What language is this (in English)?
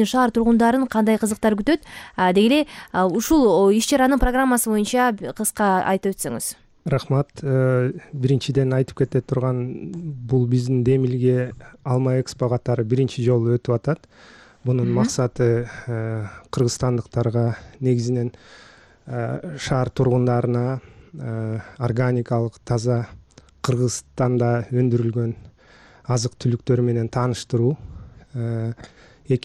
Kyrgyz